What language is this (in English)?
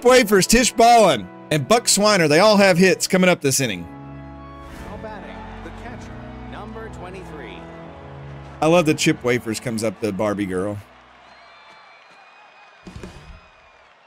English